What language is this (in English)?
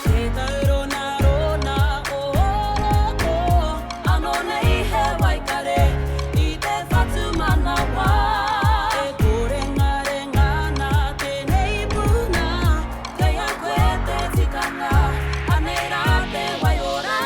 Māori